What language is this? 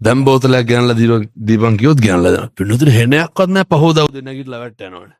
Sinhala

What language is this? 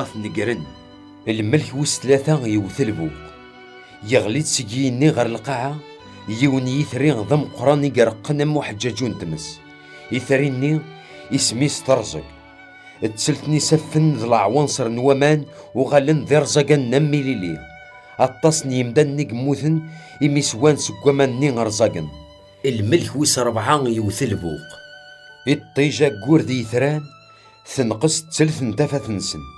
Kabyle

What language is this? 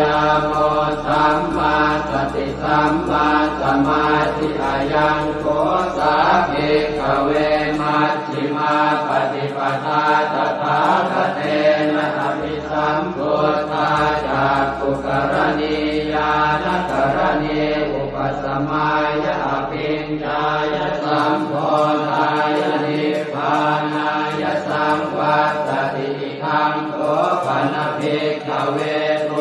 Pali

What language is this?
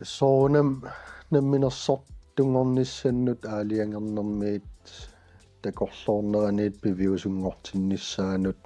Kalaallisut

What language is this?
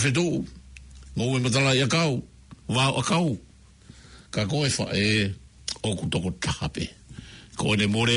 Tongan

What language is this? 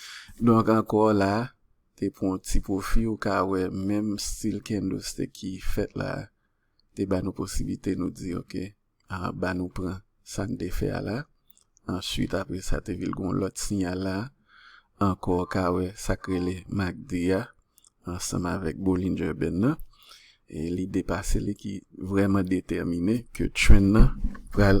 Haitian Creole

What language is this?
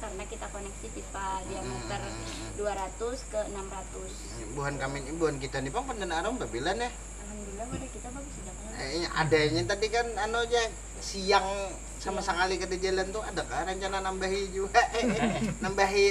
Banjar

